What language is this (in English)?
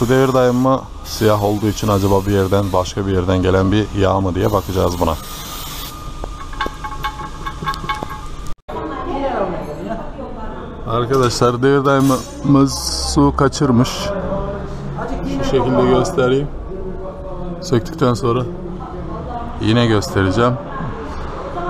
Turkish